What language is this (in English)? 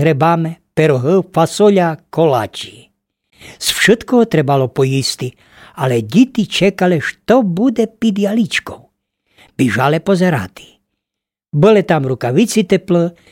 Rusyn